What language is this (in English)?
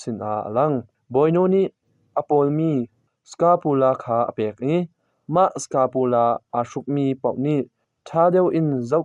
Hakha Chin